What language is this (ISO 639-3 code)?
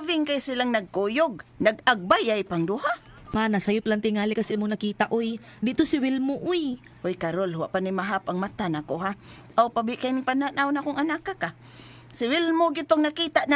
ceb